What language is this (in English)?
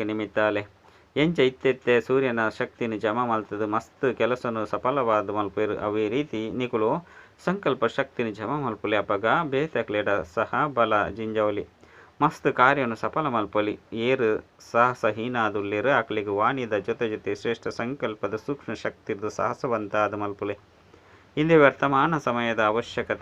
Tulu